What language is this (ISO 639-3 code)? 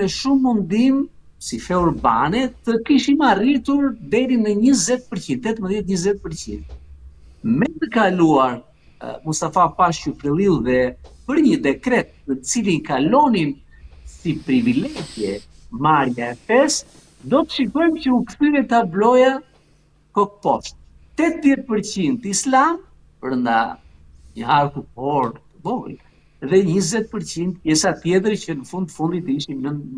sqi